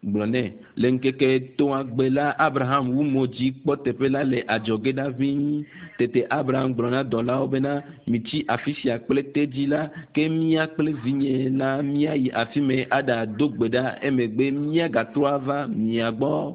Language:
Ewe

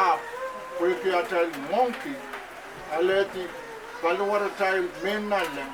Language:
Pohnpeian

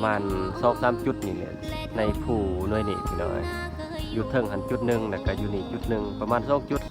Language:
Lao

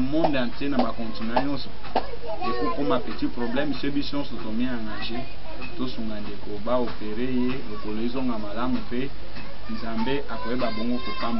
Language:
Lingala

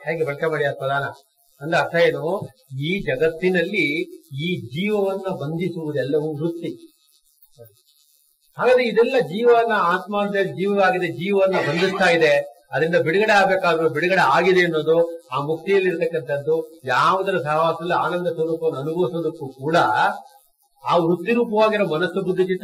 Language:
Kannada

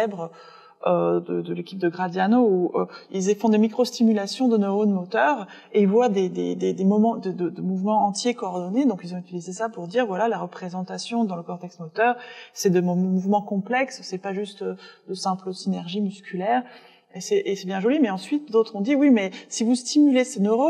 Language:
French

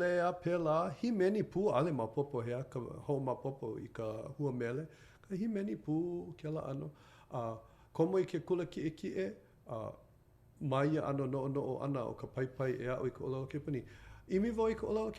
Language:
Hawaiian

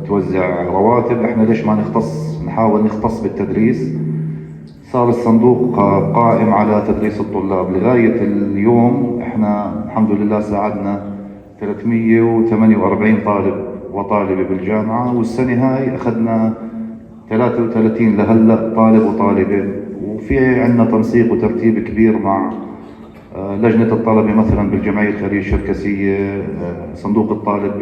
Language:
North Levantine Arabic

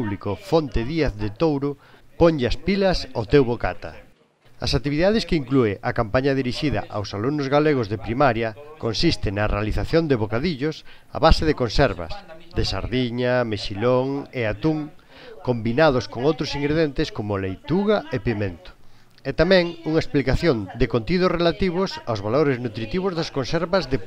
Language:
Galician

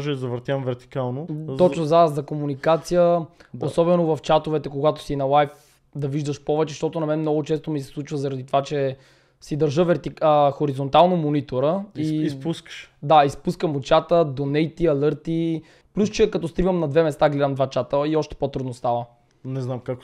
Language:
Bulgarian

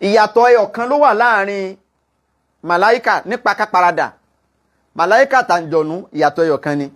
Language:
Yoruba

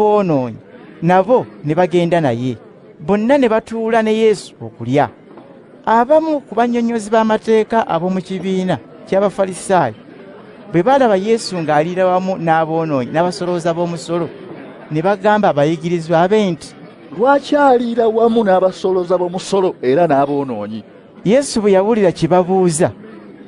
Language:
Ganda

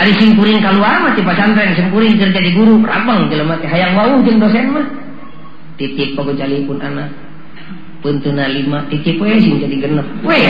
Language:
Sundanese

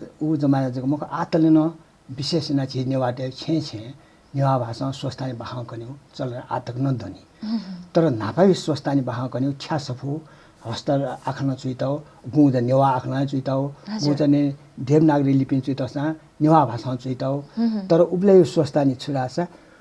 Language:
Newari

